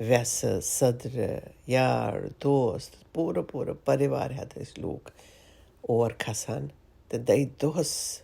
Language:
Kashmiri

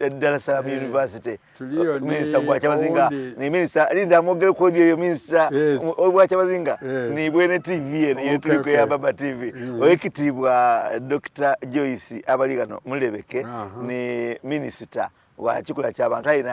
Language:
Soga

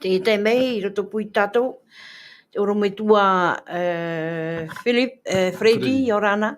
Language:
Tahitian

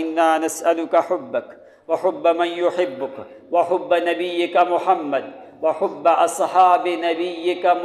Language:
Urdu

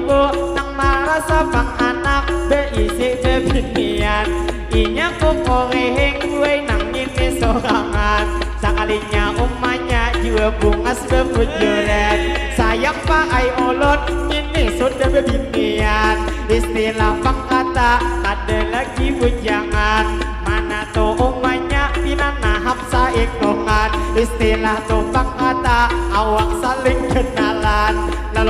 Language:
Banjar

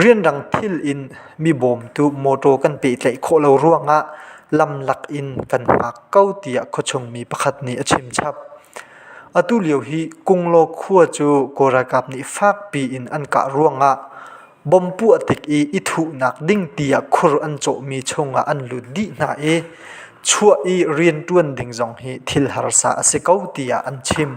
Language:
Hakha Chin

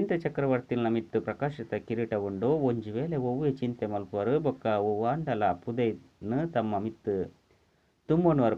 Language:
Tulu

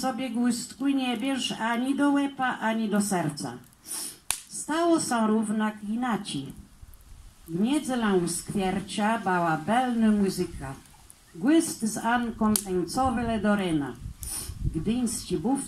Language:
Kashubian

